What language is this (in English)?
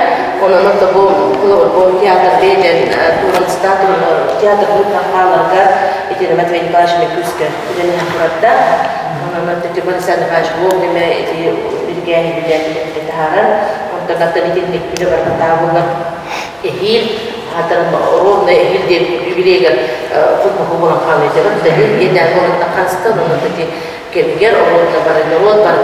Yakut